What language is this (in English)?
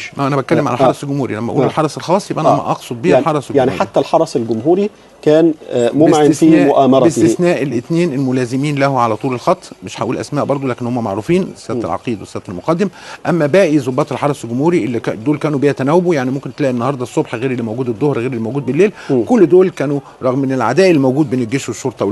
Egyptian Arabic